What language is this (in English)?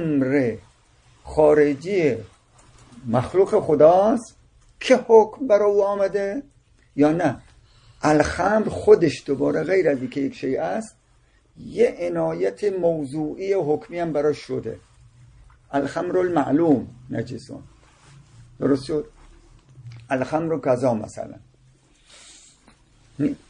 Persian